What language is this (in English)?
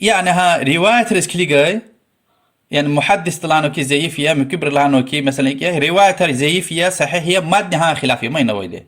Lezghian